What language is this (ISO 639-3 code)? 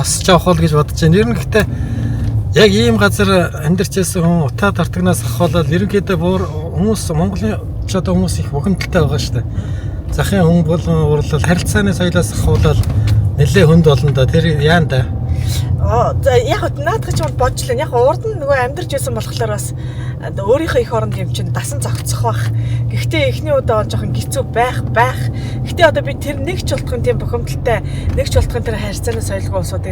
mon